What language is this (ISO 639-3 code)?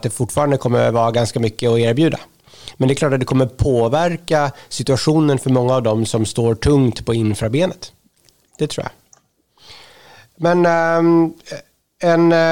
swe